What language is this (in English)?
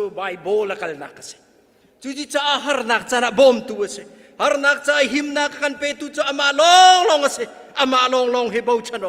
Hakha Chin